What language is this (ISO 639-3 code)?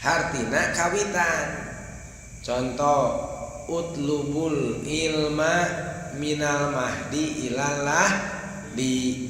sun